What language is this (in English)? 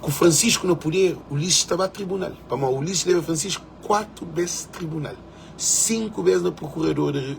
Kabuverdianu